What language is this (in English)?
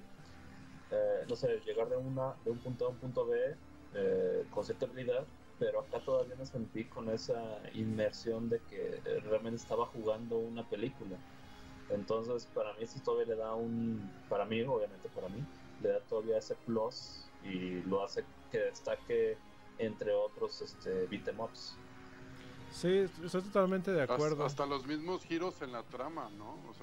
Spanish